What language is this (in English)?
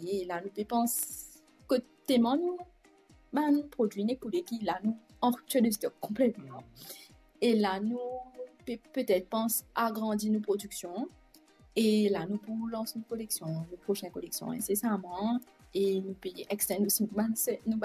Morisyen